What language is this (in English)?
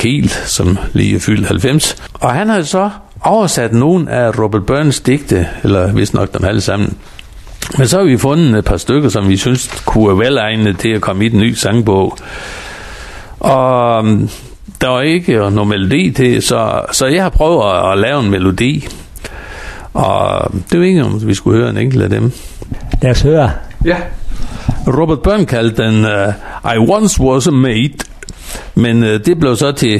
Danish